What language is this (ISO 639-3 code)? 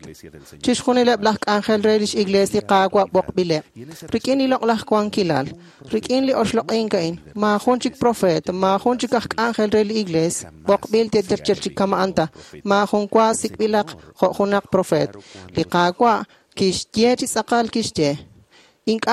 kek